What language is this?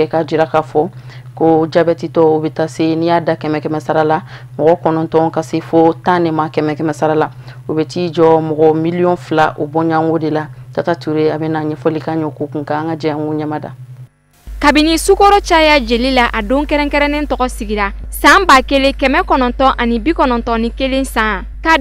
Bambara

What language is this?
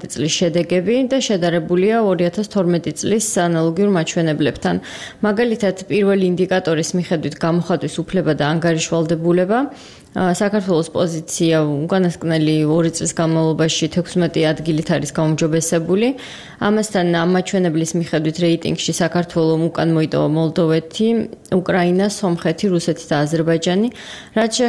Georgian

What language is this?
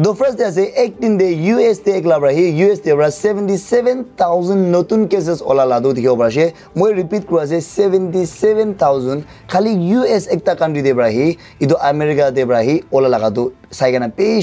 Naga Pidgin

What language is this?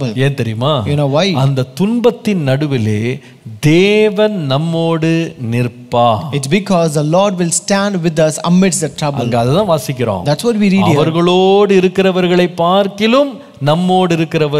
Tamil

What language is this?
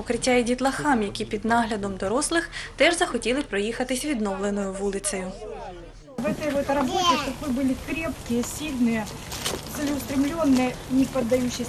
Ukrainian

